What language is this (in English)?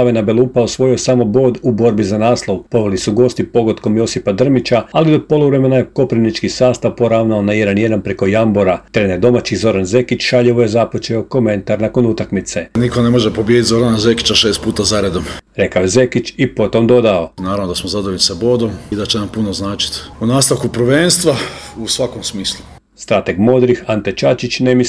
Croatian